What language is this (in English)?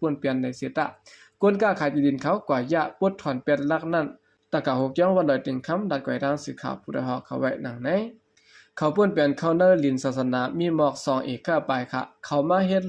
Shan